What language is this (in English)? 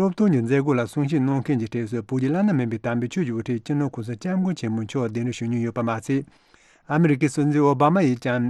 Tibetan